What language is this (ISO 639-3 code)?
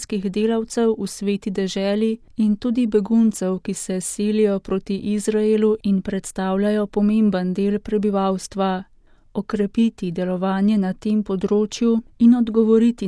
slv